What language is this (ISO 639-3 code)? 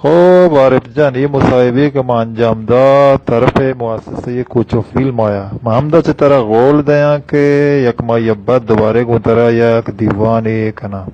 bal